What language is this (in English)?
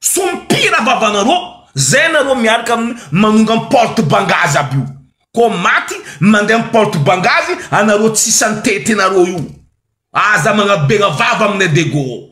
Malagasy